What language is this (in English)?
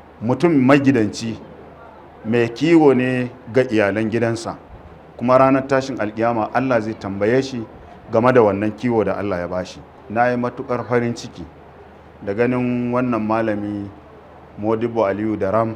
Hausa